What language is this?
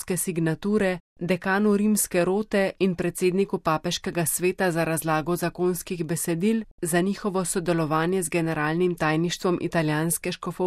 Slovenian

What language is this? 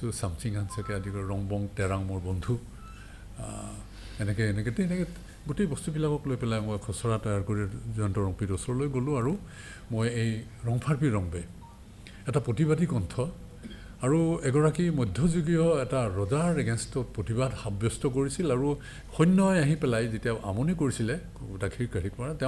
Assamese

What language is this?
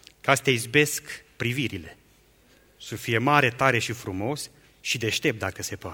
Romanian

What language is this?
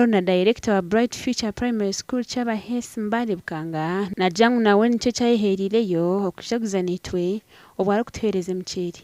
Nyankole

